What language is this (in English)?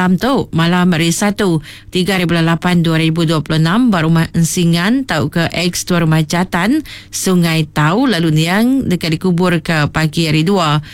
Iban